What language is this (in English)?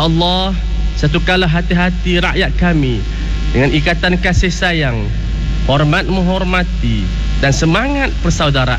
Malay